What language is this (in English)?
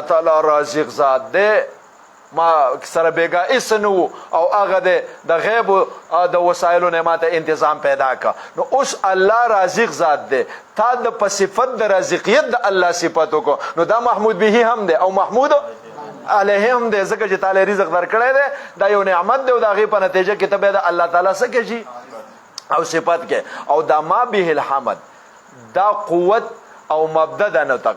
Pashto